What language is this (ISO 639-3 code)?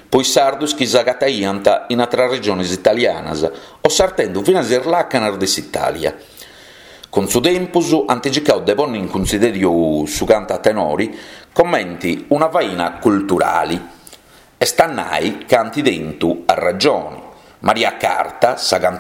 srd